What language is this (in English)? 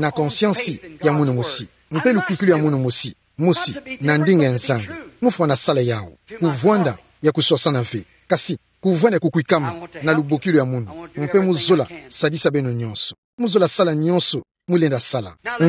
Kituba (Democratic Republic of Congo)